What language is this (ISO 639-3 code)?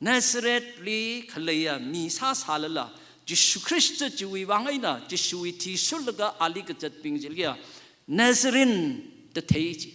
nmf